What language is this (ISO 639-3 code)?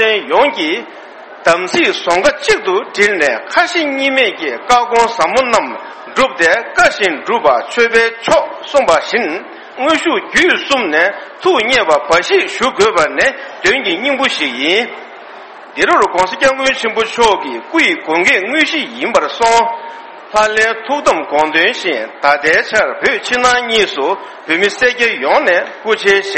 bod